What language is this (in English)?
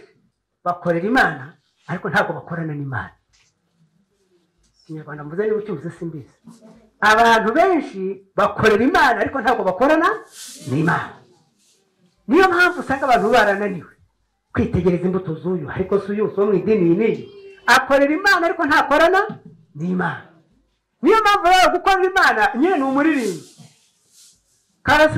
Kinyarwanda